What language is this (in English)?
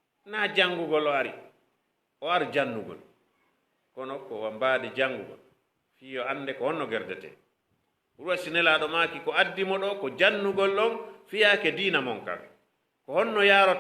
Fula